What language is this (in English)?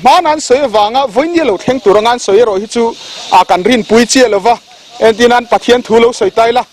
Mizo